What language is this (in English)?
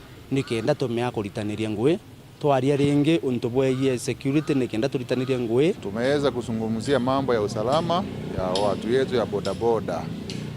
Meru